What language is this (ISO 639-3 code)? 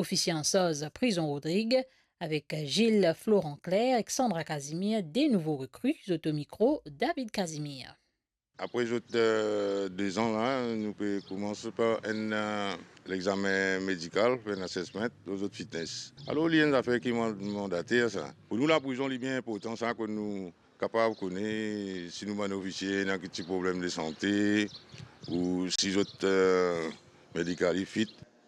mfe